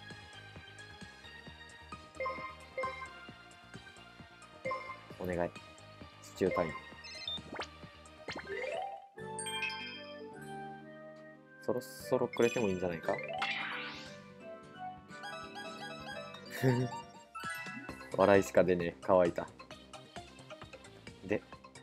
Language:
Japanese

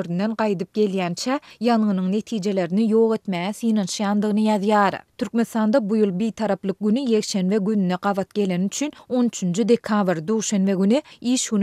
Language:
Turkmen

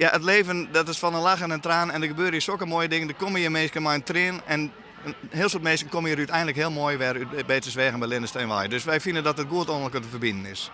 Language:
Western Frisian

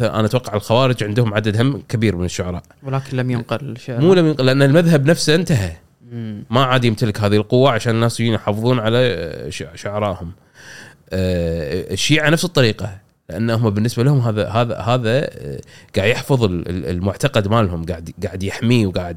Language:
Gulf Arabic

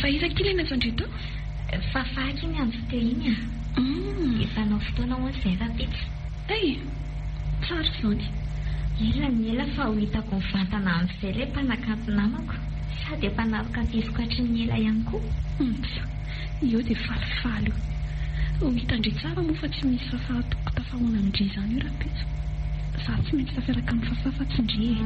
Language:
Malagasy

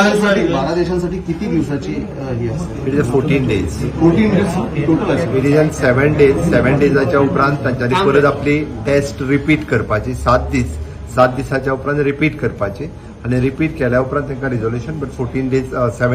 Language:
Konkani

